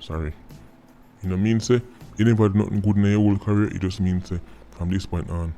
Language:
Jamaican Creole English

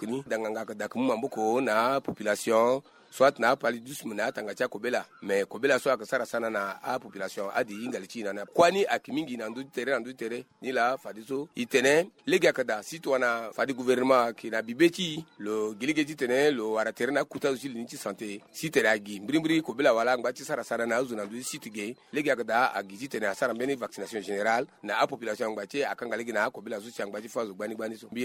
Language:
Sango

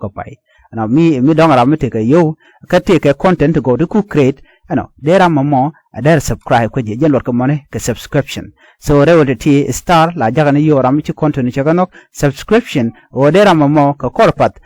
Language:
Nuer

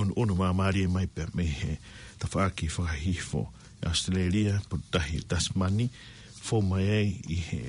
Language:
Tongan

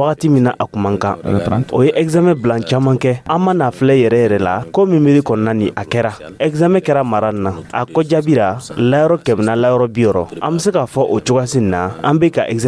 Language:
Dyula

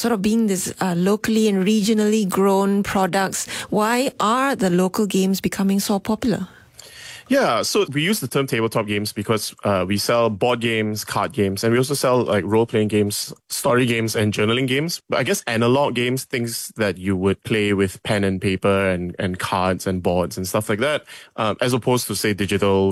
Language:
English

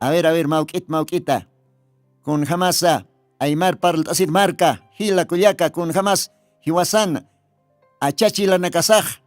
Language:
Aymara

